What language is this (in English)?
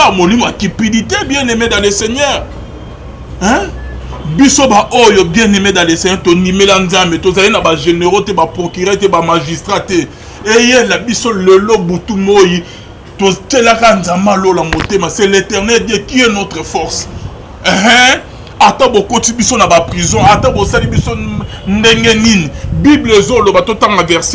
Lingala